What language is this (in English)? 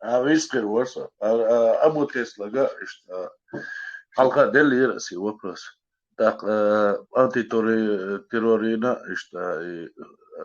Chechen